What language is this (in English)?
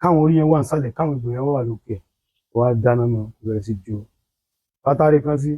Yoruba